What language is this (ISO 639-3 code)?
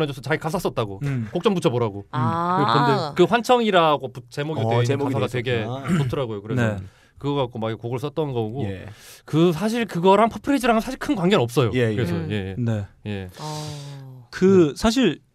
kor